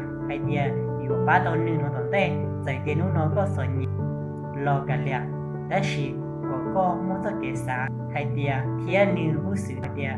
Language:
Hmong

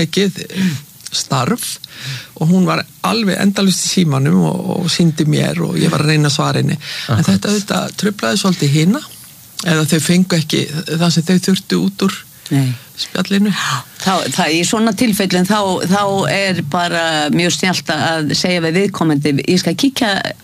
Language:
Icelandic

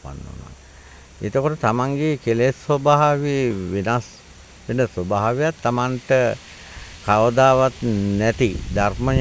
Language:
Sinhala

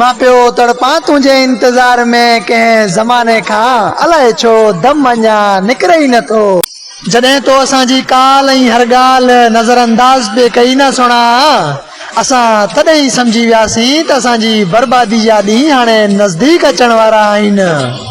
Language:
Sindhi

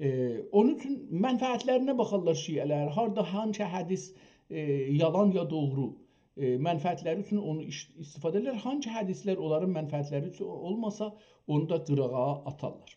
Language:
South Azerbaijani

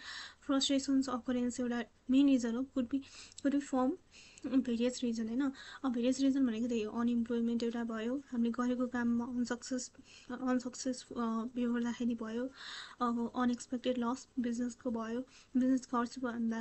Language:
Nepali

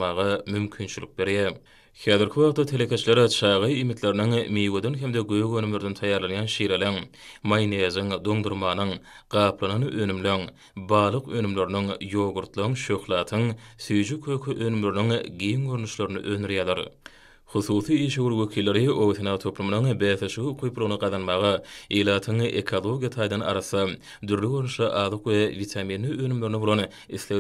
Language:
Turkmen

